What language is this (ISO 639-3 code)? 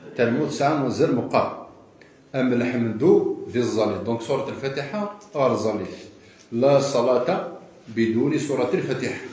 kab